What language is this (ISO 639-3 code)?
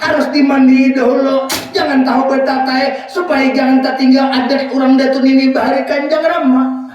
bjn